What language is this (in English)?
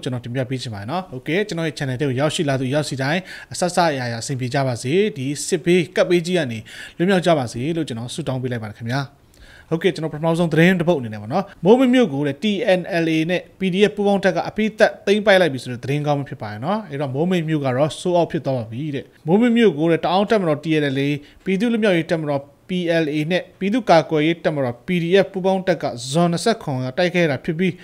Burmese